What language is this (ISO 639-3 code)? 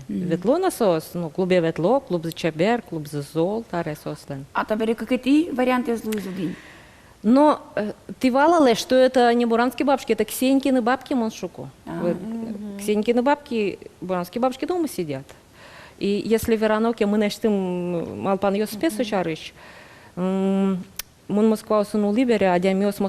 udm